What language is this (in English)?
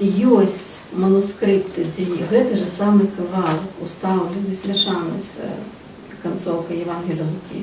Belarusian